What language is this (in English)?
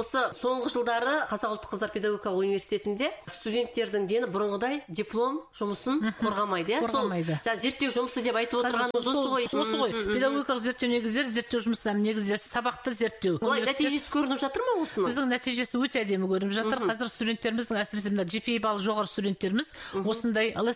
Kazakh